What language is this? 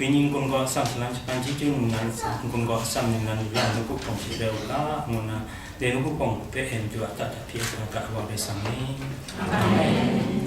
Kachin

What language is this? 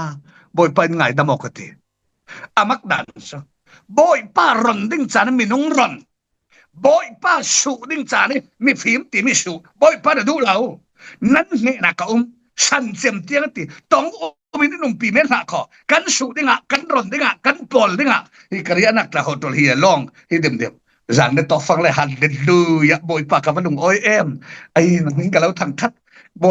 Falam Chin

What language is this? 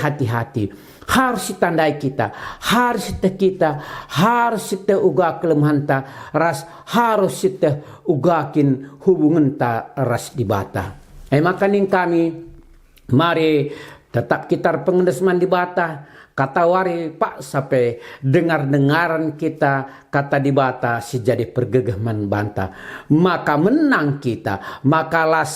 Batak Karo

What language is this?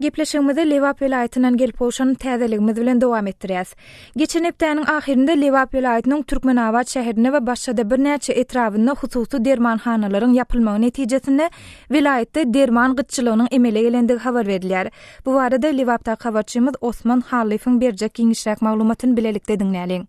Turkmen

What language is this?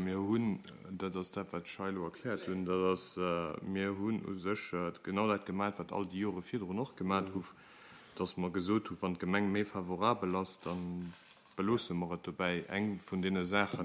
Luxembourgish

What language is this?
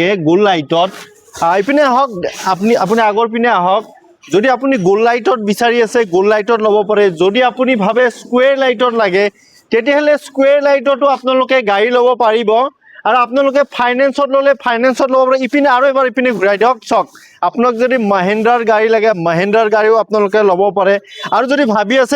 Assamese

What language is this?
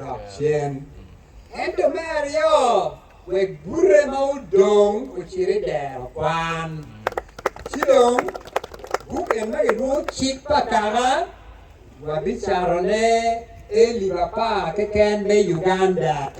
Acoli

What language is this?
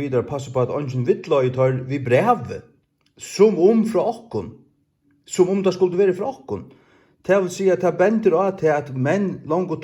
Faroese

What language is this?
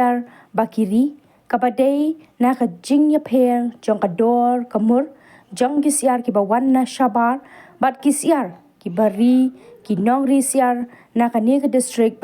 Khasi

